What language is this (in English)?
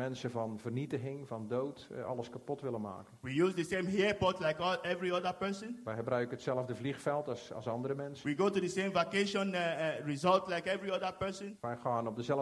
Dutch